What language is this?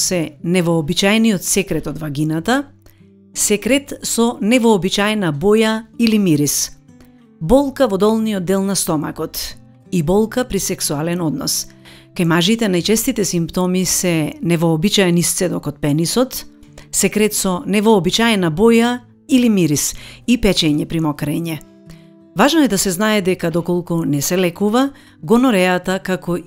Macedonian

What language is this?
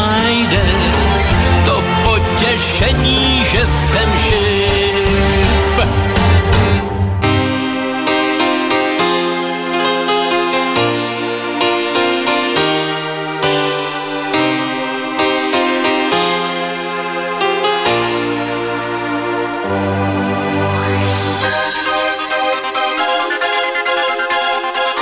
Czech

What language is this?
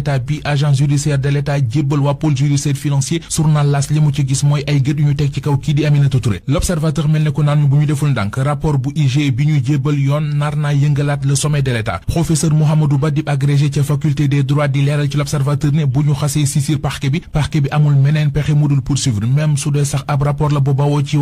Wolof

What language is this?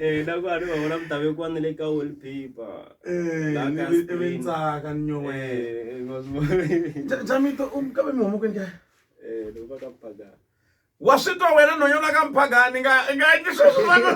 Tsonga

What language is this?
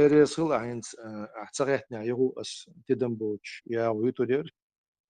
Chechen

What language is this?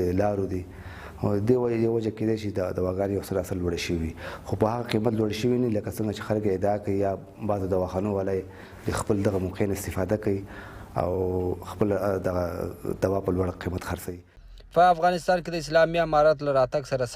Pashto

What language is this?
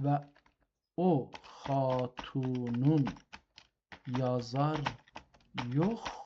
South Azerbaijani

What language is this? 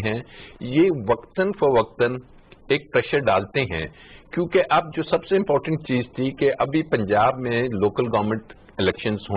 Urdu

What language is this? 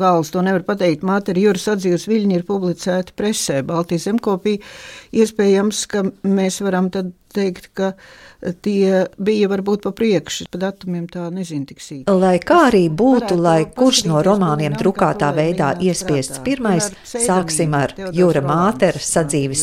Latvian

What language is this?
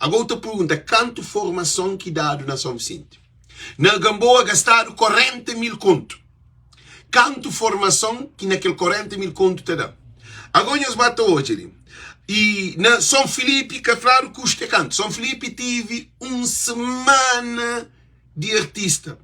Kabuverdianu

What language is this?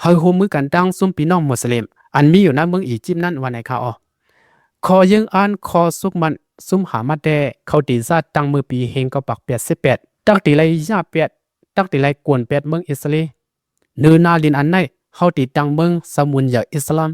Lao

